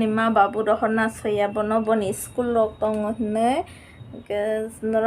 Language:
Kok Borok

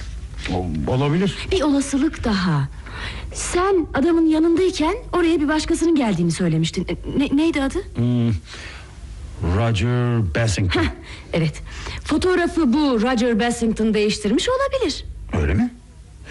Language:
Turkish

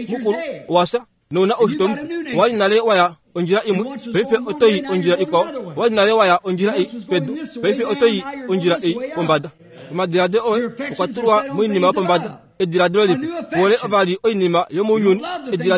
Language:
Kuanyama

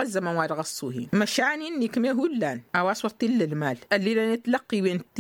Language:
Tamasheq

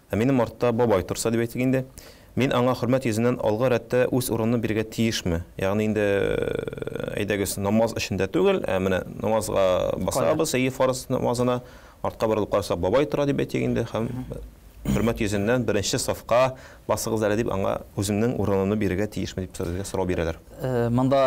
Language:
Tatar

